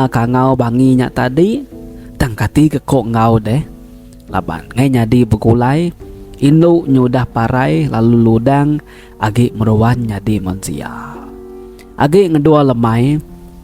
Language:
Iban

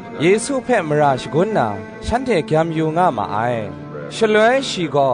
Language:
Kachin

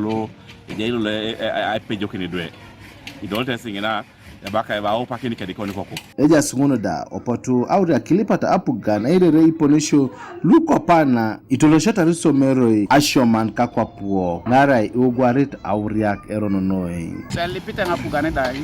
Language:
Teso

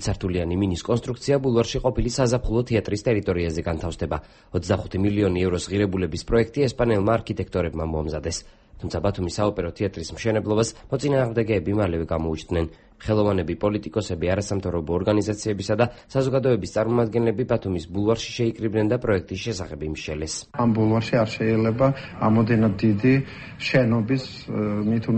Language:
Georgian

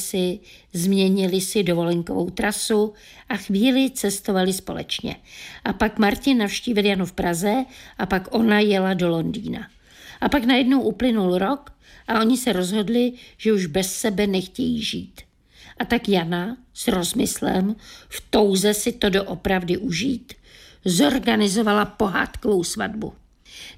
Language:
Czech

